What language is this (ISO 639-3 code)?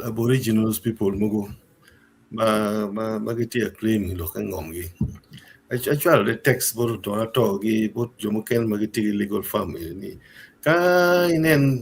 ach